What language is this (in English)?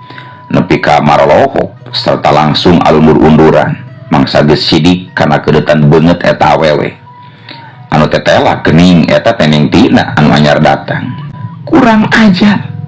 Sundanese